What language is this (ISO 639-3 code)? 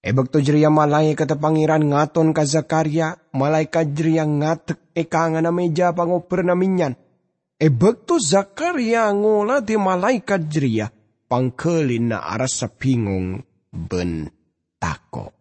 mad